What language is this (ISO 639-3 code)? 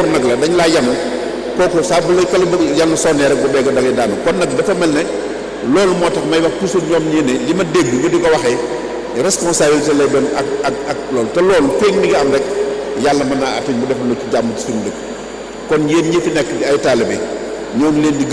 wol